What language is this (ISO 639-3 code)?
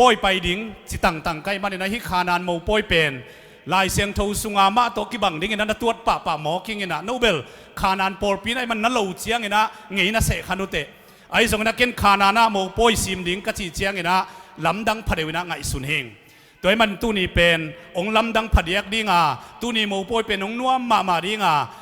ctd